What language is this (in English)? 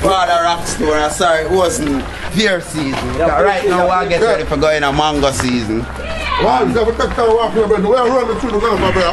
Jamaican Creole English